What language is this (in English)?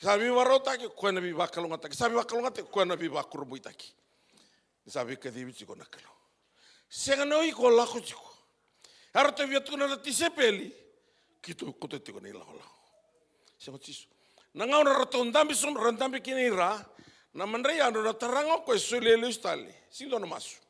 Fijian